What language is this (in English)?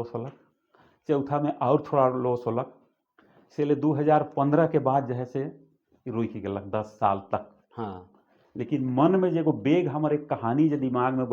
Sadri